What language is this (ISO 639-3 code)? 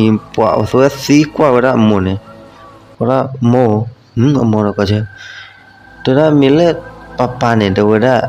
ksw